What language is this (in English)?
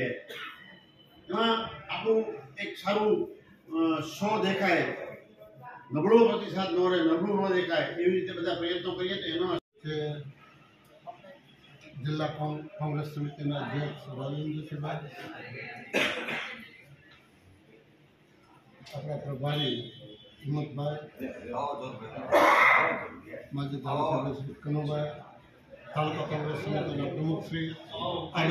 Gujarati